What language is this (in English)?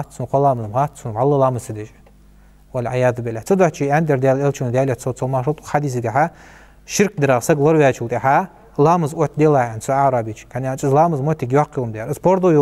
Ingush